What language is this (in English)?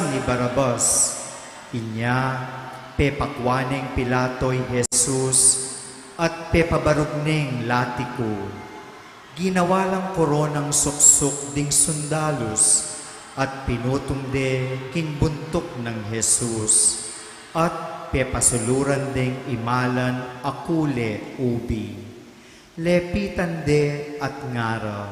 Pampanga